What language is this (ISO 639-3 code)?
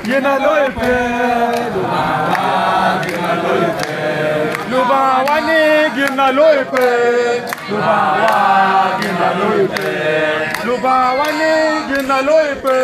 ach